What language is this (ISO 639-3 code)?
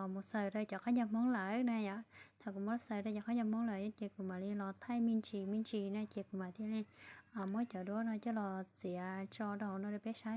hmn